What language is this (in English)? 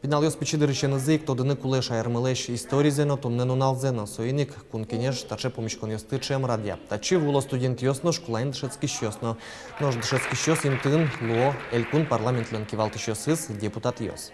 Udmurt